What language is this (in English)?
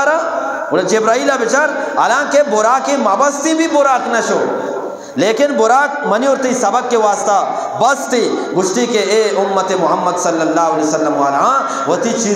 Eastern Balochi